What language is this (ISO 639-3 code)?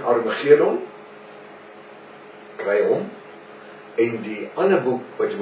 afr